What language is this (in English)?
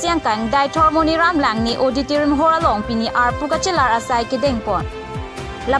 Karbi